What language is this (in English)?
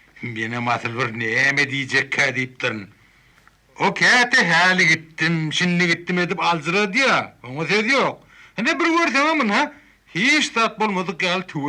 Turkmen